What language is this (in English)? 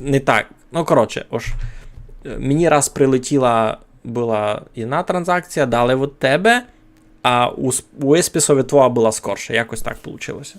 Rusyn